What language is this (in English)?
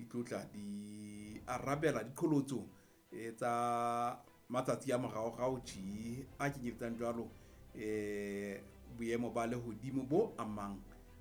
Southern Sotho